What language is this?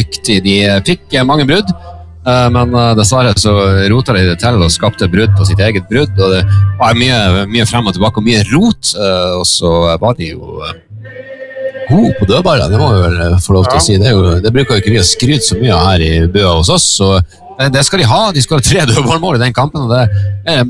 Norwegian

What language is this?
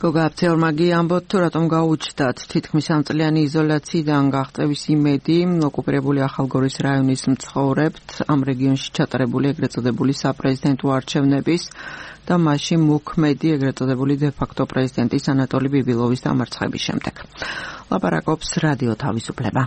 Georgian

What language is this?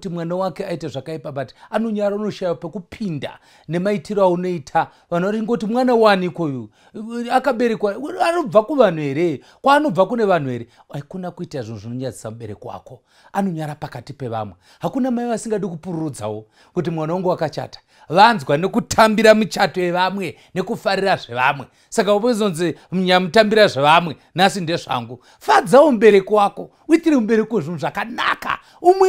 Shona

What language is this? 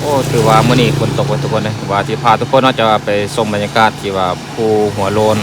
Lao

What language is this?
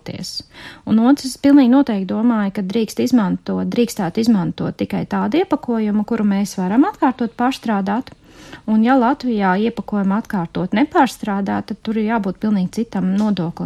Latvian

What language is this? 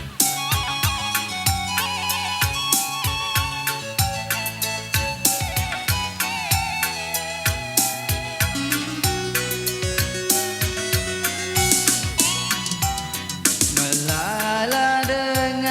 Batak Karo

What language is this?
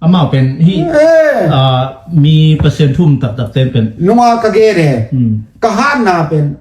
Tedim Chin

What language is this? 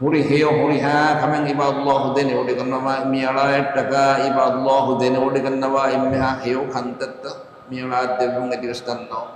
Divehi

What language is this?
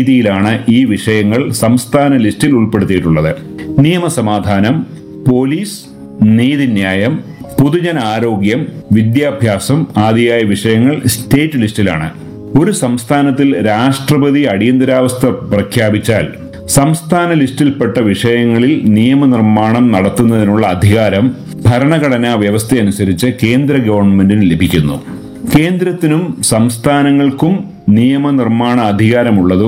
Malayalam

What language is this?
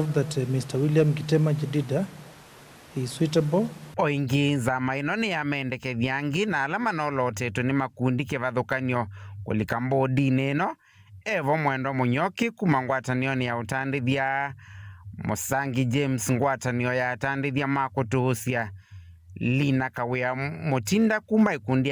Kamba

